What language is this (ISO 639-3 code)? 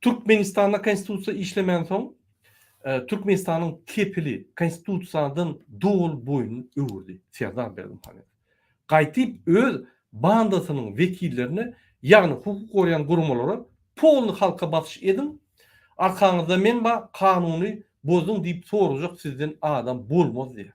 tuk